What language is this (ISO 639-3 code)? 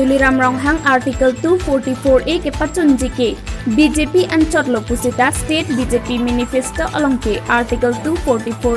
mjw